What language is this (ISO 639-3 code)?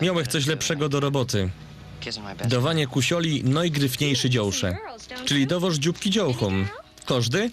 szl